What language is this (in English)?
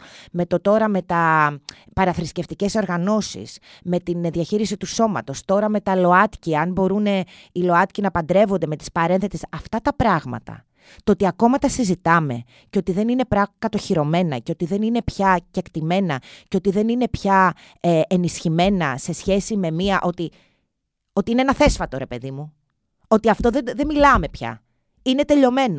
Greek